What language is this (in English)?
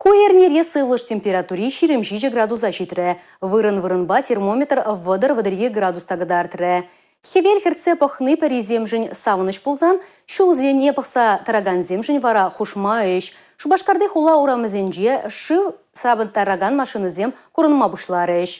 Chuvash